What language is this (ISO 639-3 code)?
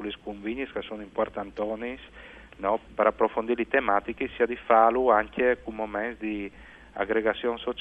fur